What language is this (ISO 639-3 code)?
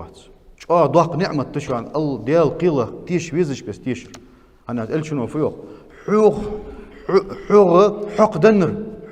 inh